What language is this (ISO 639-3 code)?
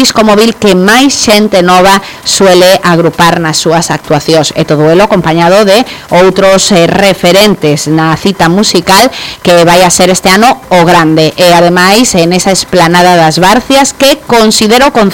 glg